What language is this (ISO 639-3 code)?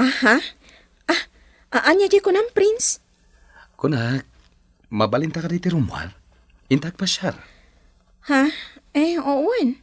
ilo